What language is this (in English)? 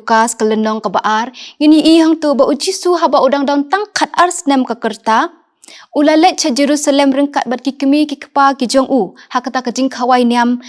Khasi